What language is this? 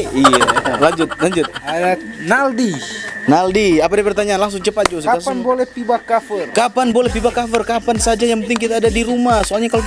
Manado Malay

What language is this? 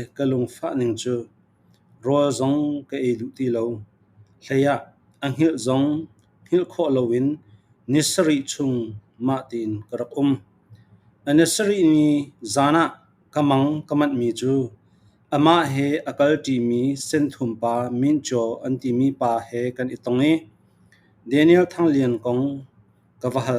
Falam Chin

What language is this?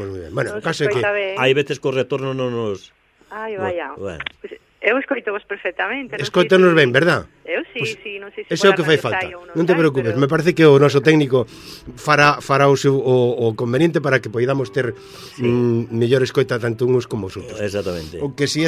Galician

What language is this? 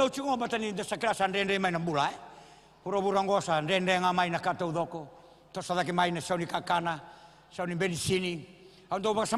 Fijian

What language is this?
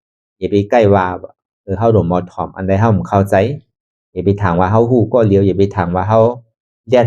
Shan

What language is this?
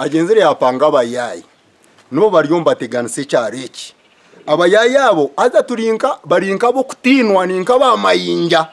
Nyankole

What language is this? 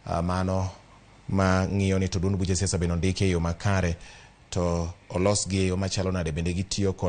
Luo (Kenya and Tanzania)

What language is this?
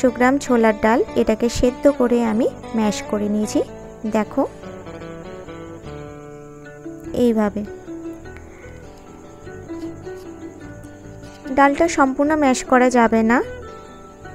Bangla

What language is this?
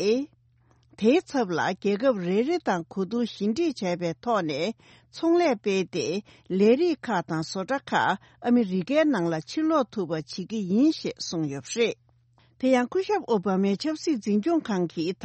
Tibetan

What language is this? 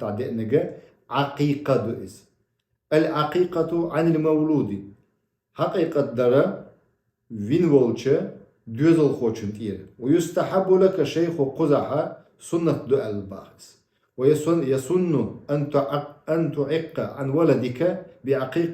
Chechen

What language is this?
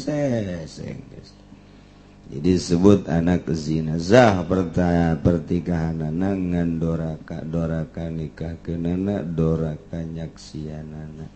Sundanese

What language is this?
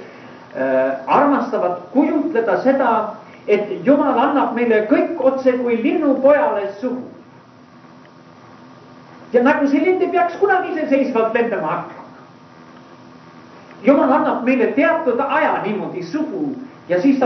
Estonian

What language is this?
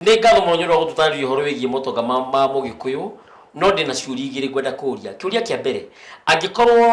Kikuyu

